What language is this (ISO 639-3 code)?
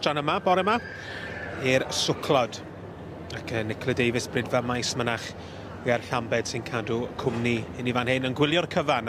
cym